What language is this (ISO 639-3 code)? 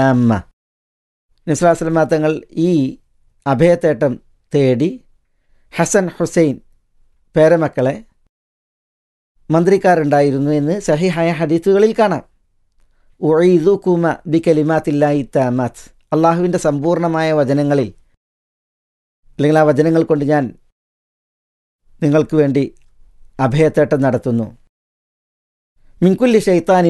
mal